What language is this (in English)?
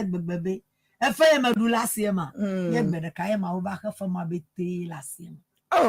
Ewe